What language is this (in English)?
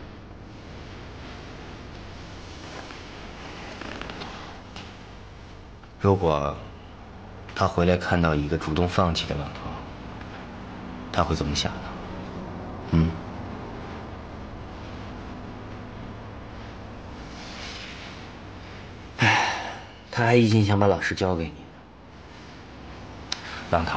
Chinese